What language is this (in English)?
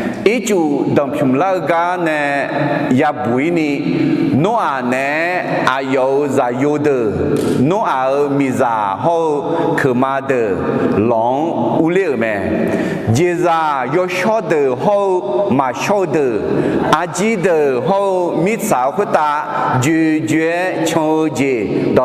Akha